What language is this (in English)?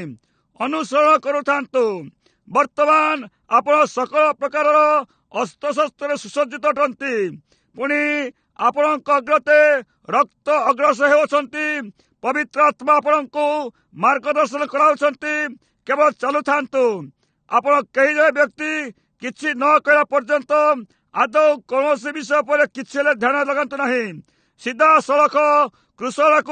Odia